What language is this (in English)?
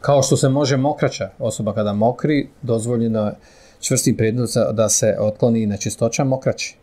Bosnian